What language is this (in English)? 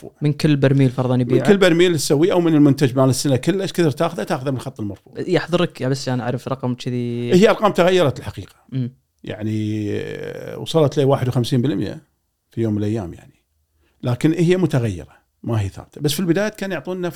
Gulf Arabic